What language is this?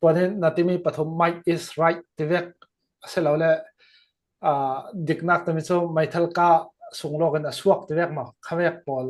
Falam Chin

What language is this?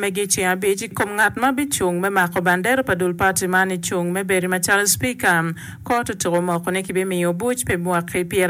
Acoli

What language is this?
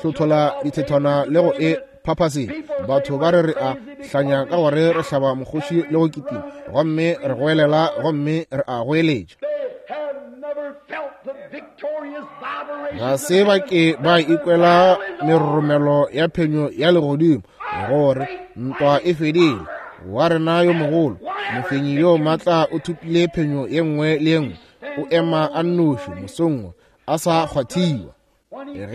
Northern Sotho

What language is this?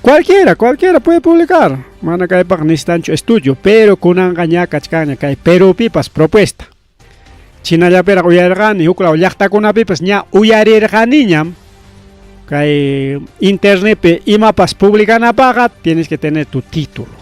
Ayacucho Quechua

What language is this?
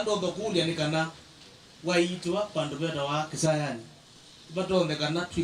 Kamba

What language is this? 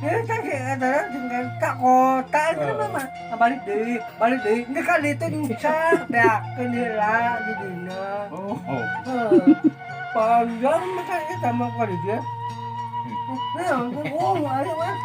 Sundanese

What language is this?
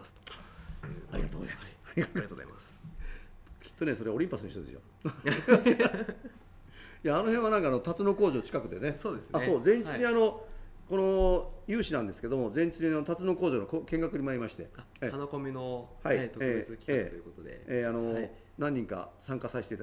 Japanese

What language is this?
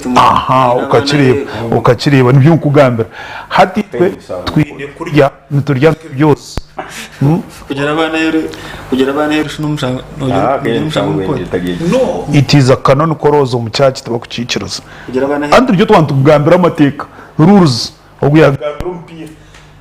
Nyankole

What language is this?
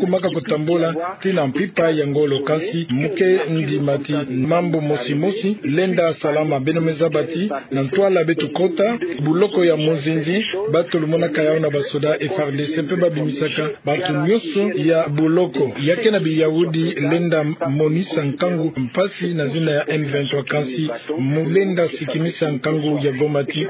Kituba (Democratic Republic of Congo)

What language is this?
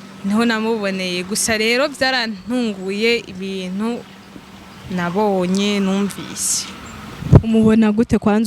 Rundi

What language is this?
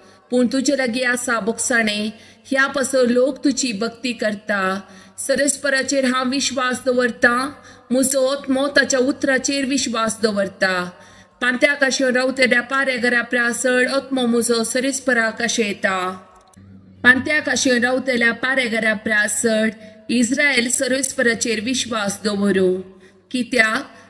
Konkani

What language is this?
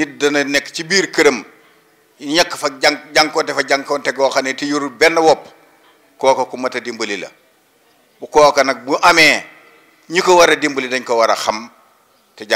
Wolof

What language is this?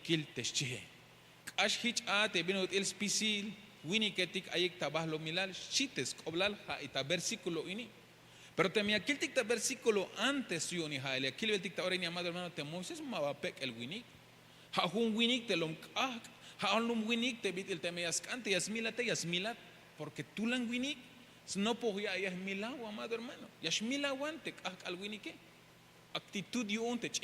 Tzeltal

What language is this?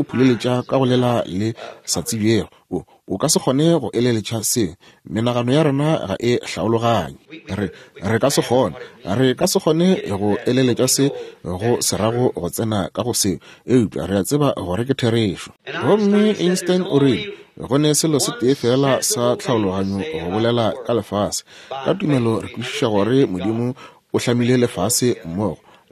Northern Sotho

